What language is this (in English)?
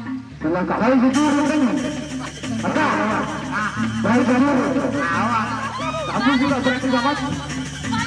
Sasak